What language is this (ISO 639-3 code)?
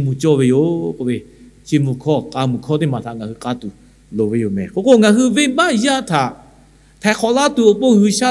lhu